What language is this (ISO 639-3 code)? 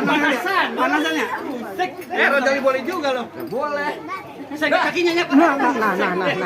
bew